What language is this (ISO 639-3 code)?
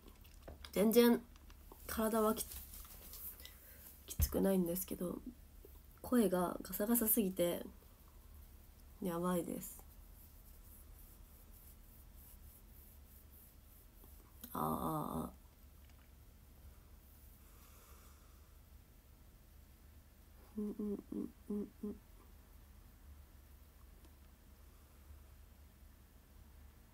jpn